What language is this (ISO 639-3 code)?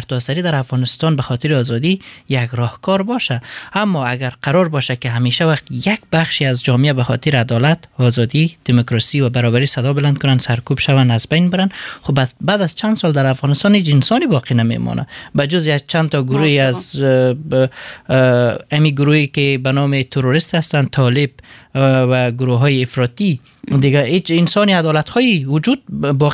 fas